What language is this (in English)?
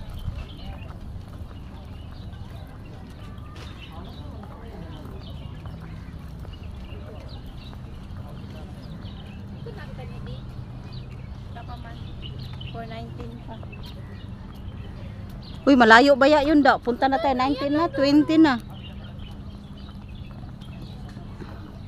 Filipino